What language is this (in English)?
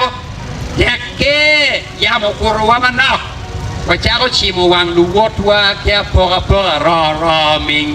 Acoli